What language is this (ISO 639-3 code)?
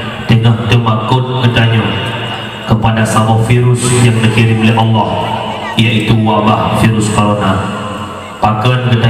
ace